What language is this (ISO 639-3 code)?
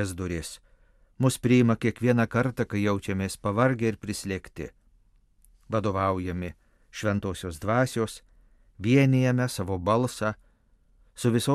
lit